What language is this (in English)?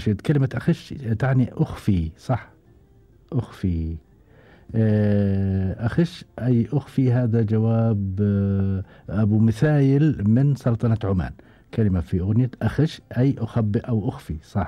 Gulf Arabic